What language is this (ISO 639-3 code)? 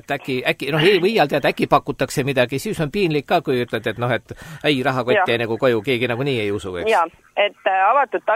est